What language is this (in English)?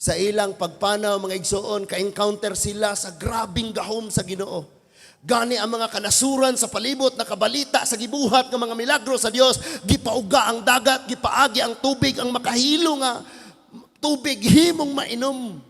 Cebuano